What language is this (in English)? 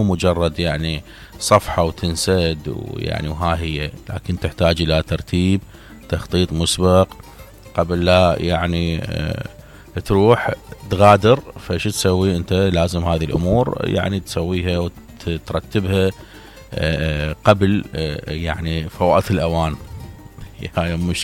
Mesopotamian Arabic